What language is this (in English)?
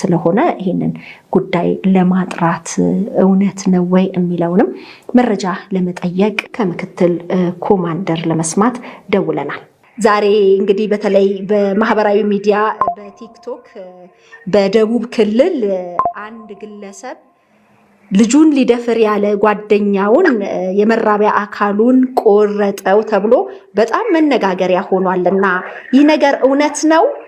Amharic